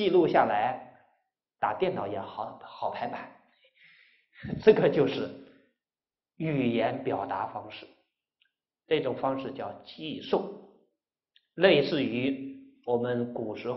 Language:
Chinese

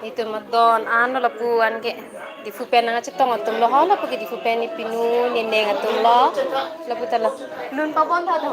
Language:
Karbi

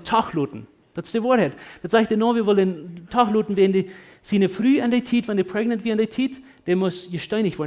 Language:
Plautdietsch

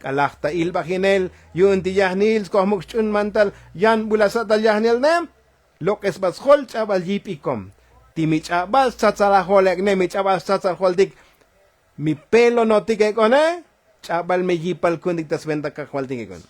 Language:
Tzotzil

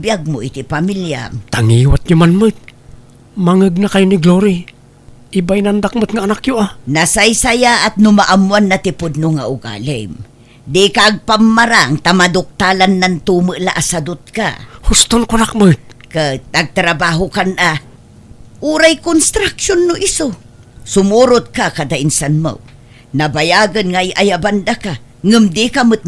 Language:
Iloko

